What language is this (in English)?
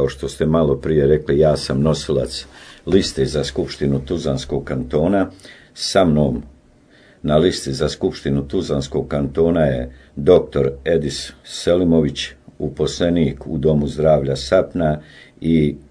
Bosnian